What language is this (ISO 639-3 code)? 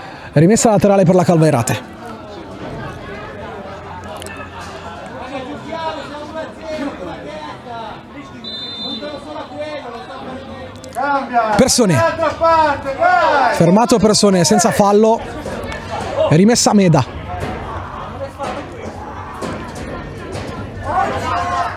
ita